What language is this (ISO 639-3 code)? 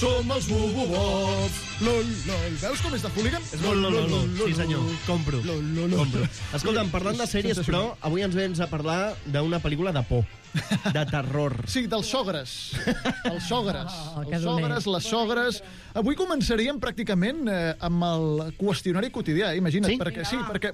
cat